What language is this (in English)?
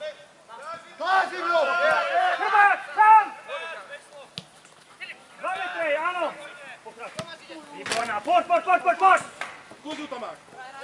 Slovak